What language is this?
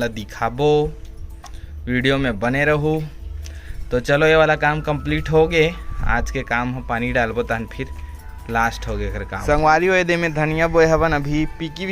Chhattisgarhi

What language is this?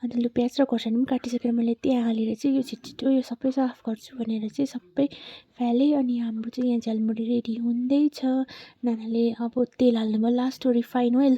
Nepali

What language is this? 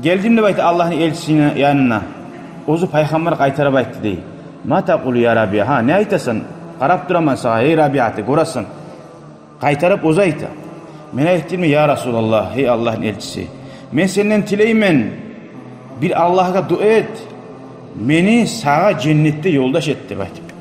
Kumyk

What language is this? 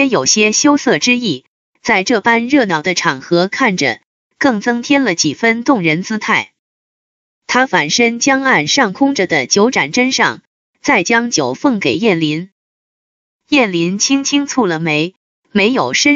Chinese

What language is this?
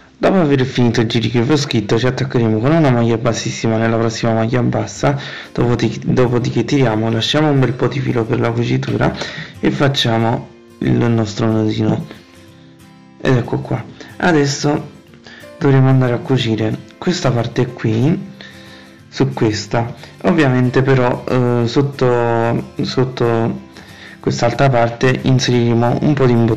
Italian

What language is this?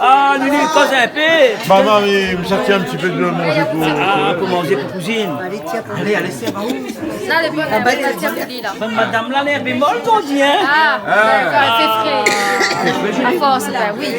Réunion Creole French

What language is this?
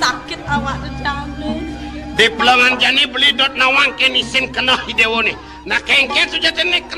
Balinese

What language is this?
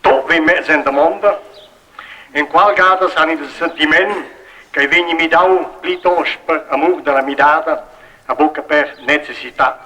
Romansh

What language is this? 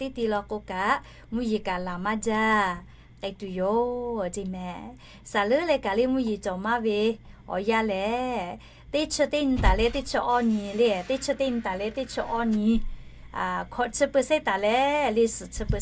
Lahu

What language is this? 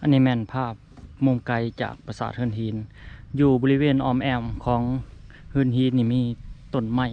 Lao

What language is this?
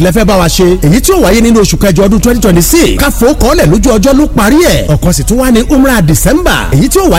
Yoruba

